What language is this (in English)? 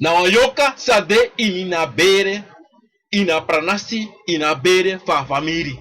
Sranan Tongo